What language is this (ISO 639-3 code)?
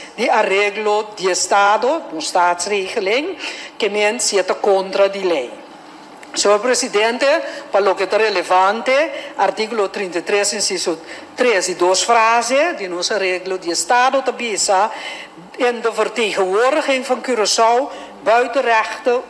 pap